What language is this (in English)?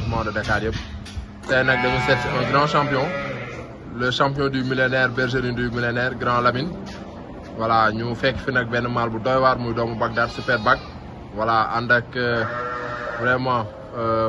Wolof